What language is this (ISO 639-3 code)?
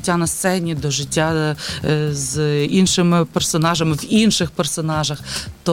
ukr